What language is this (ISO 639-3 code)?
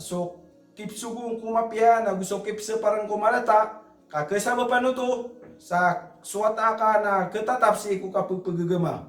mrw